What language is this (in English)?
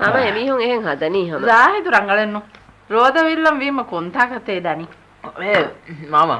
Divehi